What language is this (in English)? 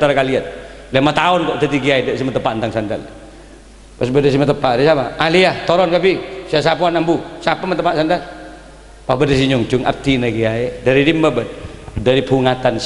Madurese